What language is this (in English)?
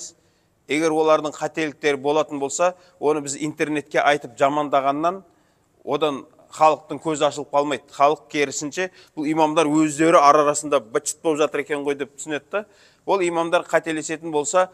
Kazakh